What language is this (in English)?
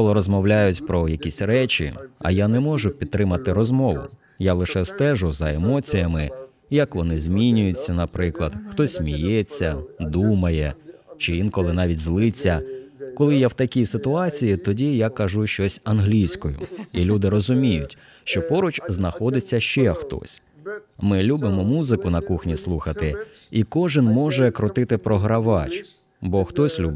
Ukrainian